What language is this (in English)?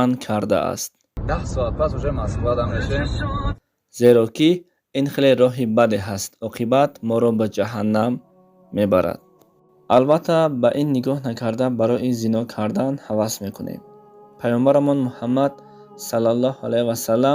Tajik